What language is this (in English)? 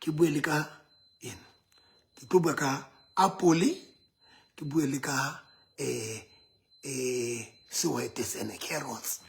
Southern Sotho